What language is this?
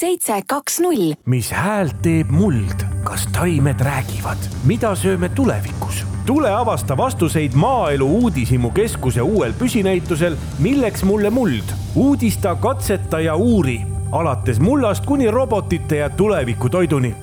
Estonian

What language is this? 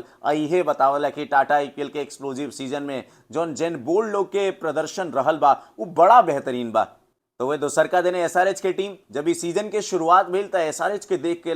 Bhojpuri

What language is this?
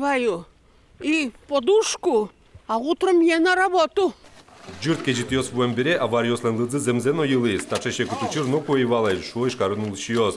Udmurt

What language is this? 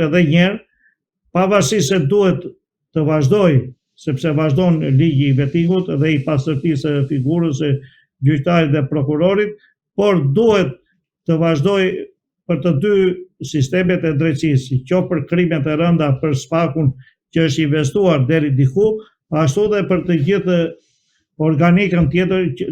Albanian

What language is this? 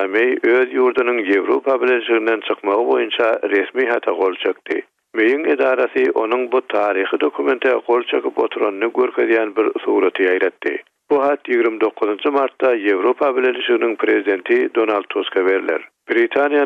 Turkmen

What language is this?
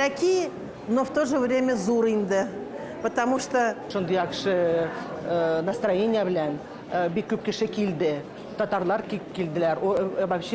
Tatar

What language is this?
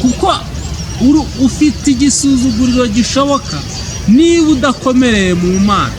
Kinyarwanda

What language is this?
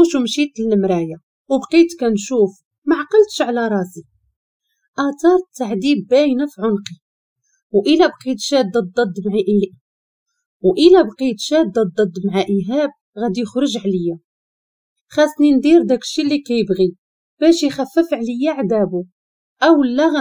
Moroccan Arabic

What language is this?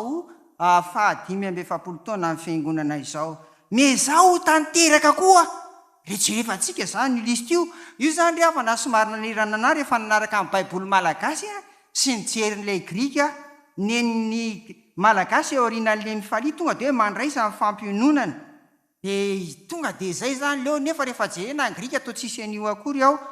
Malagasy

